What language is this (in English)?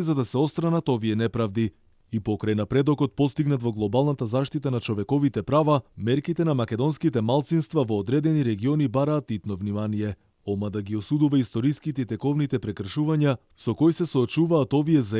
Macedonian